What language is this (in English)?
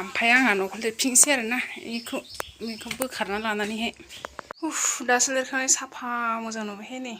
Bodo